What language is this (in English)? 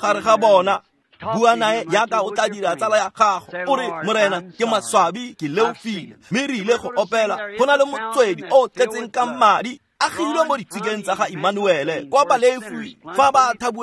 Tswana